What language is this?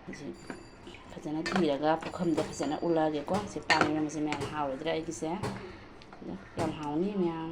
Manipuri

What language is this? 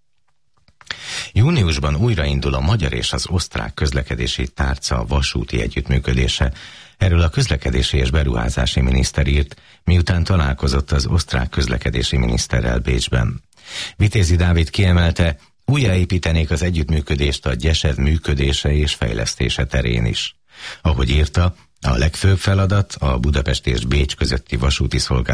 Hungarian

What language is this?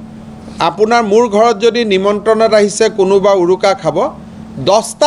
Assamese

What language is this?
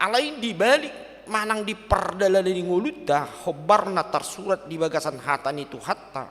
Batak Toba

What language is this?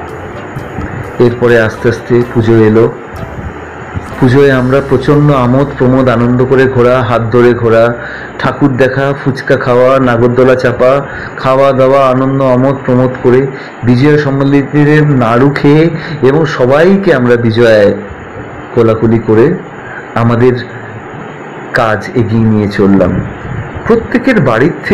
Bangla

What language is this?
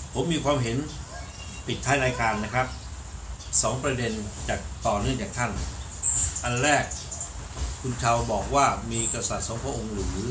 Thai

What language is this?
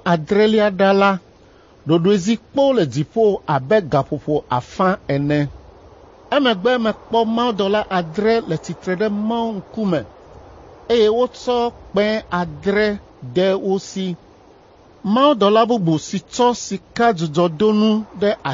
Ewe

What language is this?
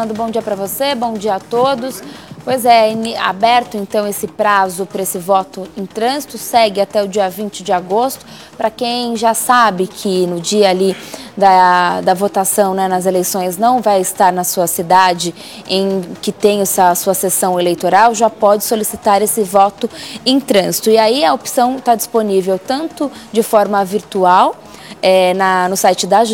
Portuguese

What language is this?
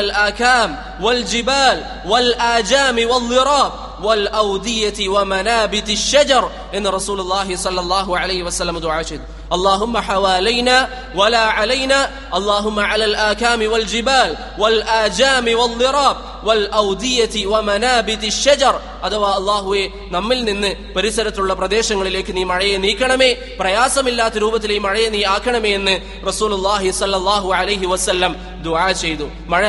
Malayalam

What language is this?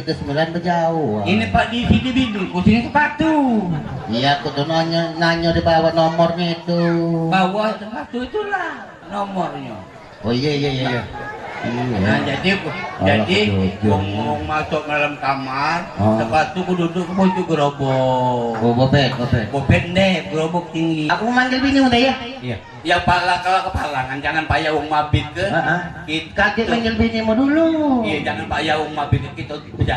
Musi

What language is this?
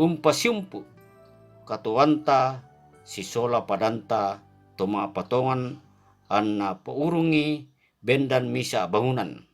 Toraja-Sa'dan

